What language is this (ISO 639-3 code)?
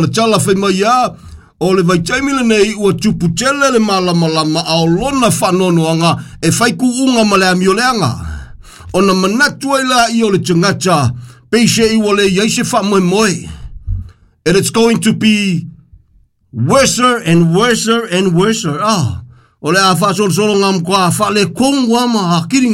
smo